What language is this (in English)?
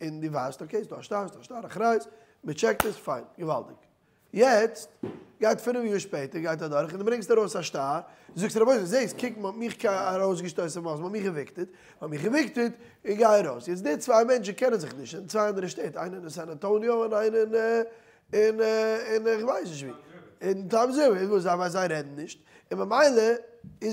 Yiddish